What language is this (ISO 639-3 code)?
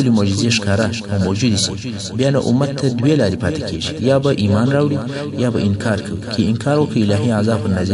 pus